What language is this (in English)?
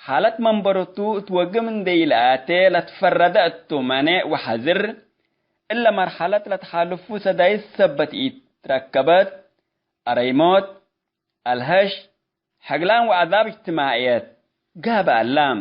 Tigre